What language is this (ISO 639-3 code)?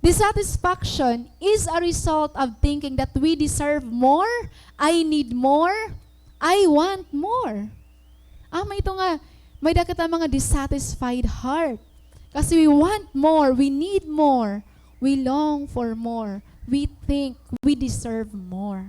war